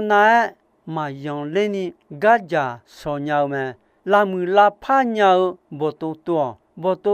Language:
Akha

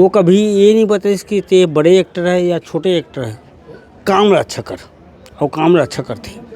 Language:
Chhattisgarhi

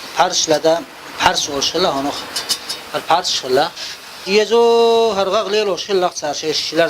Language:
Chechen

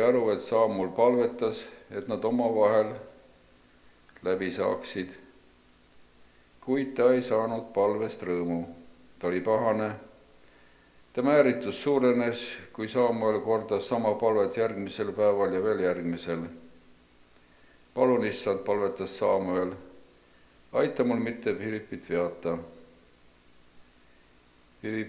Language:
Estonian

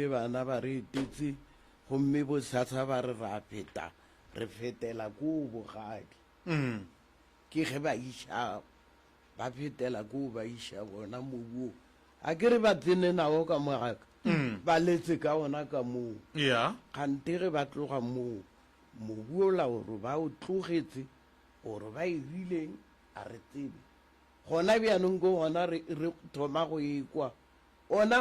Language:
Northern Sotho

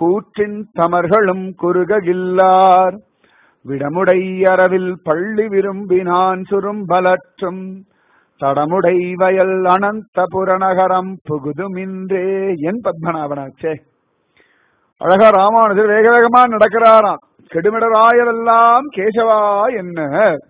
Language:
Tamil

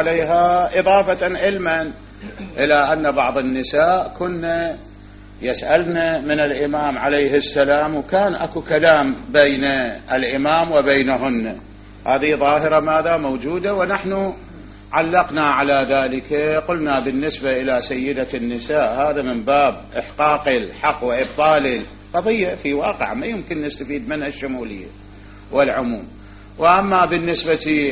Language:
Mesopotamian Arabic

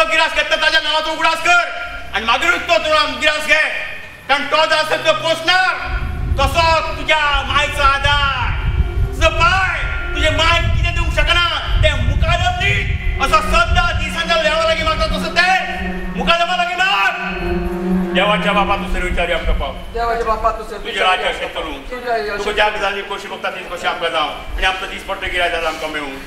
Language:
Konkani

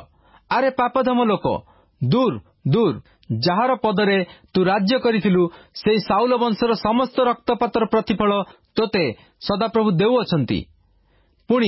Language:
Odia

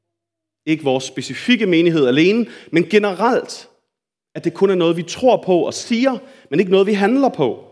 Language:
Danish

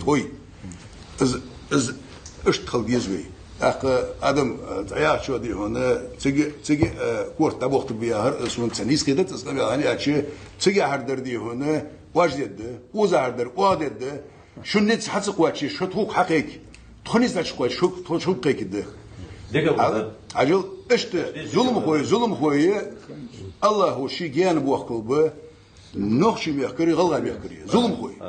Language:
Ingush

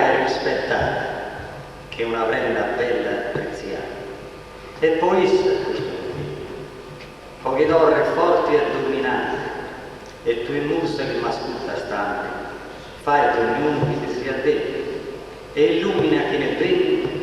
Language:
Sardinian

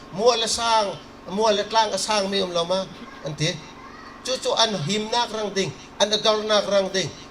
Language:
Bawm Chin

